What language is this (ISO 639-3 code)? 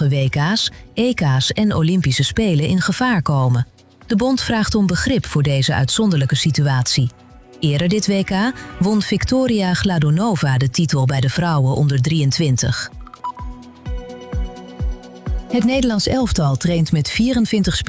nld